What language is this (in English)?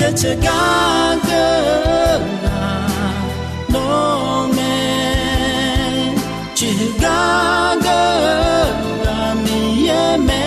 Akha